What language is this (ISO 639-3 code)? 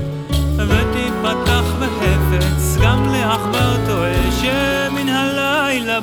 heb